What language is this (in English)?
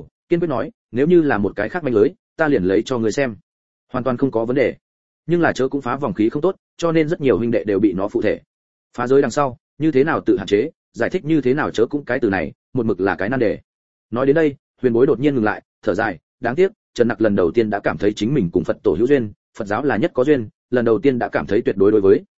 Vietnamese